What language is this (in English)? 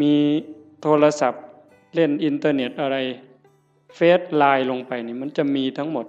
Northeastern Thai